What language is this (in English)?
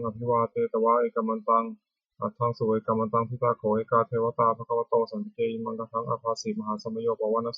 Pali